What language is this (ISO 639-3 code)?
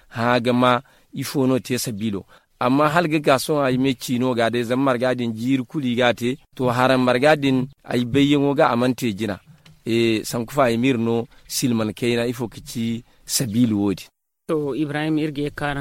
dje